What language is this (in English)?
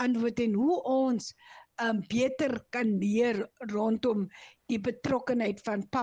Afrikaans